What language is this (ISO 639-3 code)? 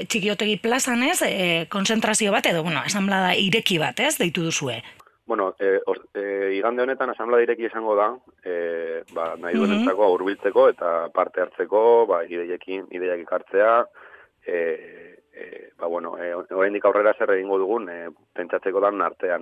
eus